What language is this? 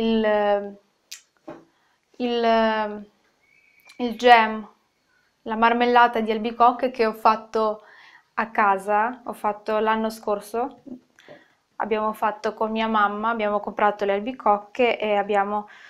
Italian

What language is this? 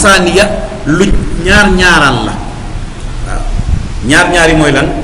Wolof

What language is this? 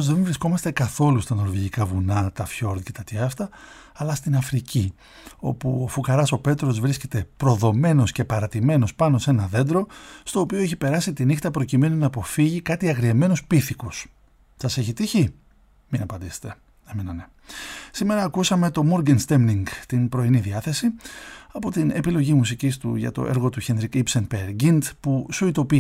Greek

